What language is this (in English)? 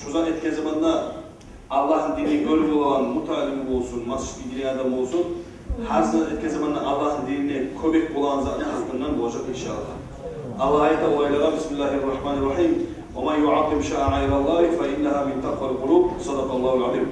Kumyk